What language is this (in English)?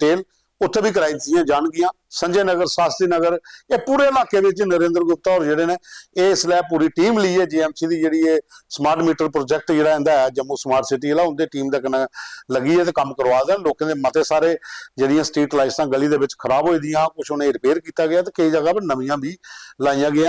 Dogri